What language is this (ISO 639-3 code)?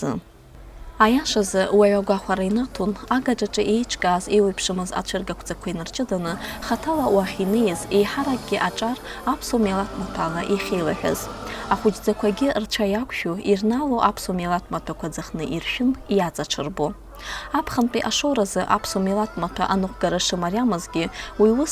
abk